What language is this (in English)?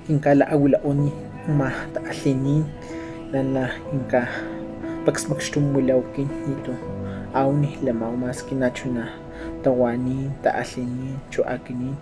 Highland Totonac